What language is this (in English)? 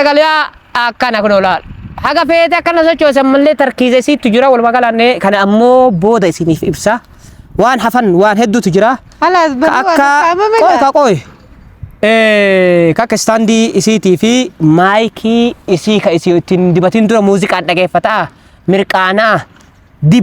Oromo